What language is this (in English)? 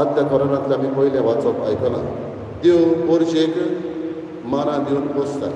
Konkani